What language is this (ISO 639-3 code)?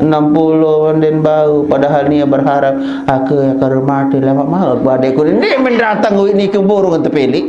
sas